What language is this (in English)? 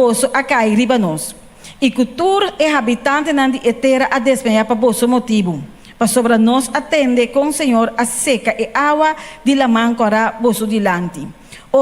Papiamento